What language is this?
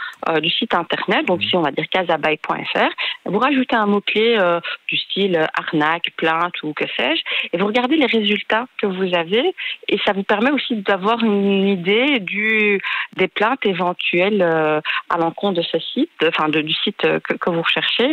French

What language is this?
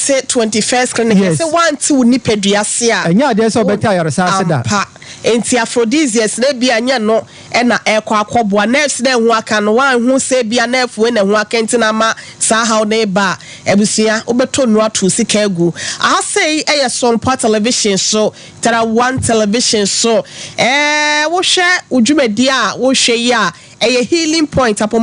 Akan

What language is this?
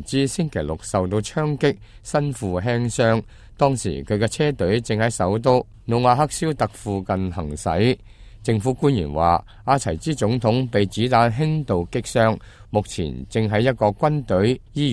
Cantonese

